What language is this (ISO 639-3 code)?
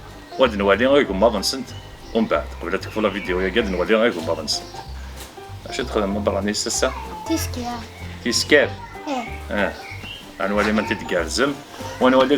kab